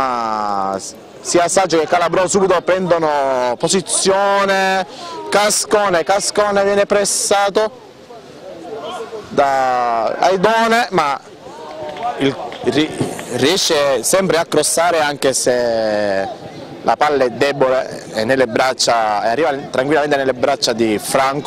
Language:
Italian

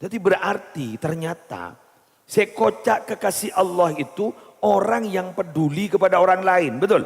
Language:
Madurese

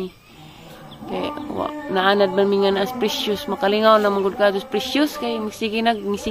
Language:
Cebuano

